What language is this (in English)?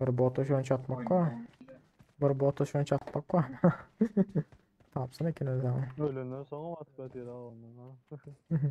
Turkmen